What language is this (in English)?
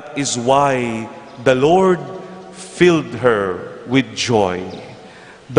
Pampanga